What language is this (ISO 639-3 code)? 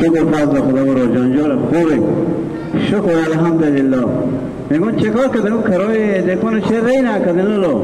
haz